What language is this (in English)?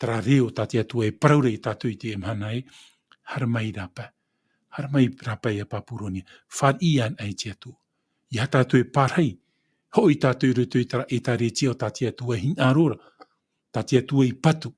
Tahitian